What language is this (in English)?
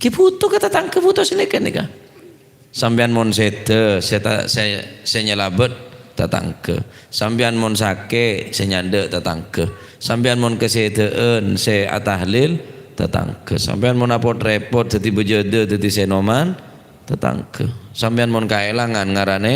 Madurese